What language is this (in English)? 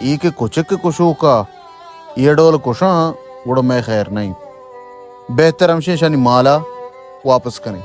Baluchi